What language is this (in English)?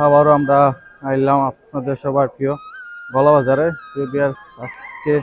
Sylheti